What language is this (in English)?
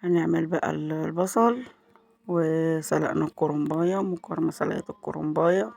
Egyptian Arabic